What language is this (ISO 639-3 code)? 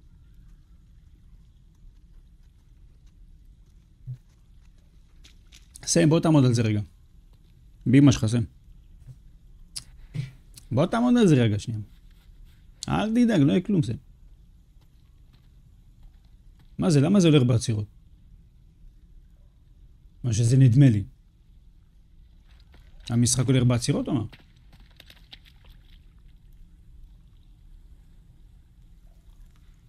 heb